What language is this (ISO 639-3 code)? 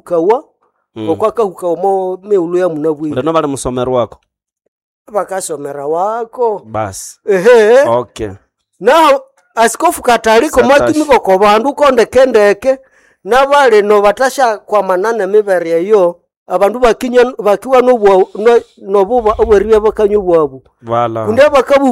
nnb